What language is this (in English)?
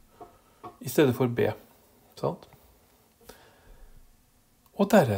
Norwegian